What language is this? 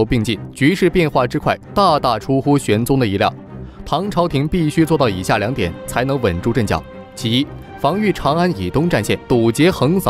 Chinese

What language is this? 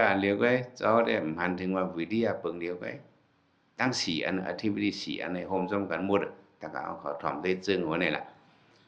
Shan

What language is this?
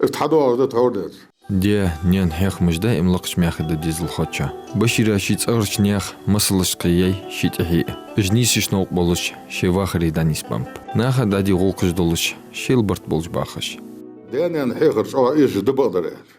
Ingush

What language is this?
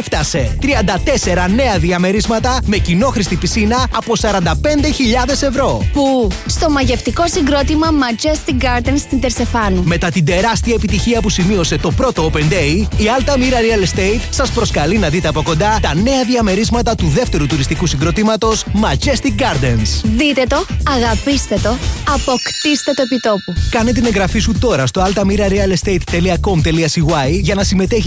Greek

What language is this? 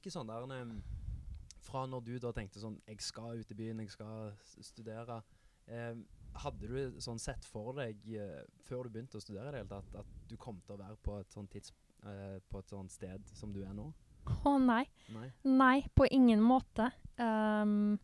Norwegian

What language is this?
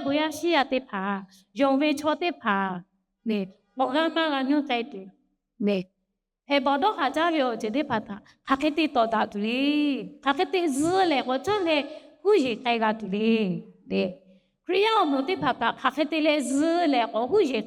Lahu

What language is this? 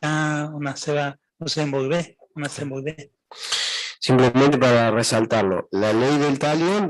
Guarani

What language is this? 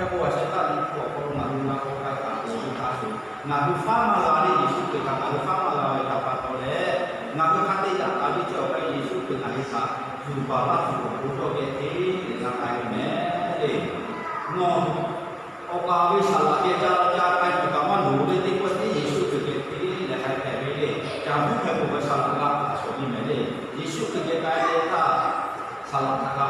Lahu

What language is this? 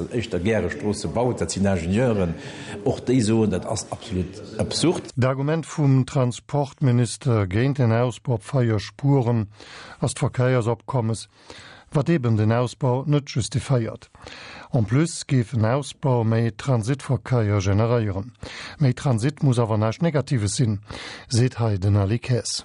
Luxembourgish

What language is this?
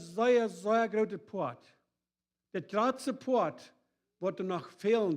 Plautdietsch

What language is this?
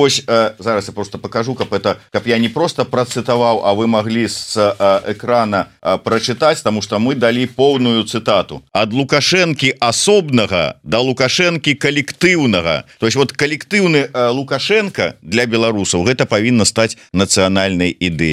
Belarusian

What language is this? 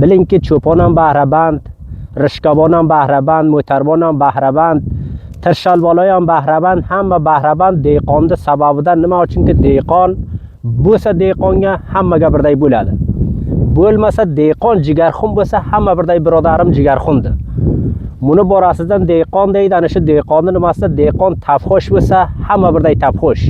Uzbek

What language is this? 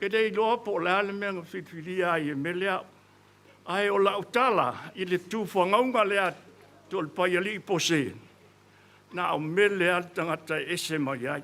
Samoan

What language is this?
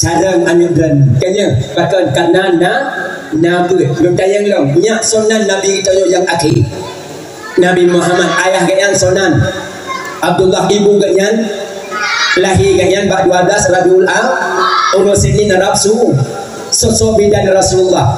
Achinese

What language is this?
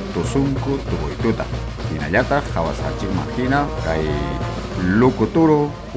Ayacucho Quechua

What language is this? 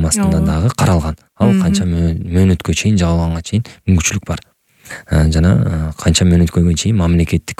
Kyrgyz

